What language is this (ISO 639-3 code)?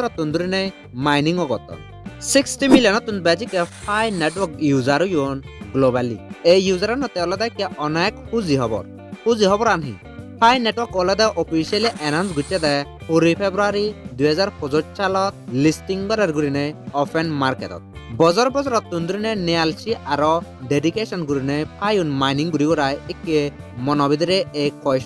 ccp